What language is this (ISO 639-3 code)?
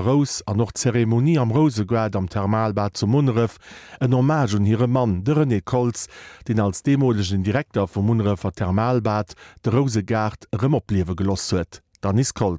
ltz